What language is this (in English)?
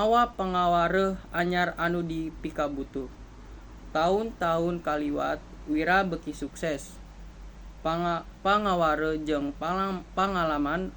Sundanese